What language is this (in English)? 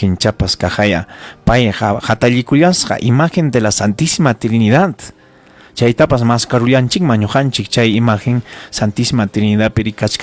Ayacucho Quechua